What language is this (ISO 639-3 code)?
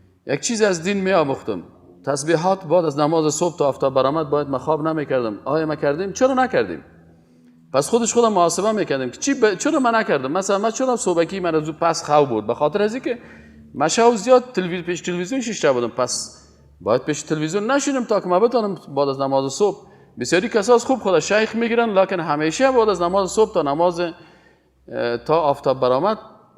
fas